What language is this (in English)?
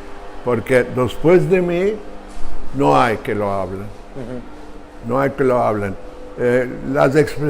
Ladino